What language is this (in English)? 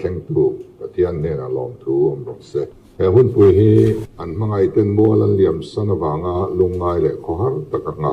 Mizo